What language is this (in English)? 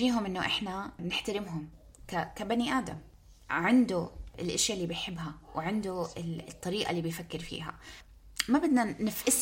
North Levantine Arabic